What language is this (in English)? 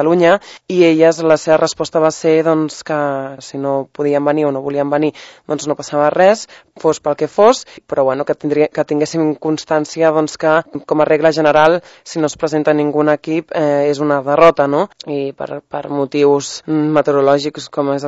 Catalan